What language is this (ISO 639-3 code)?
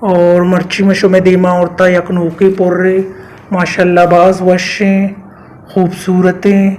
bal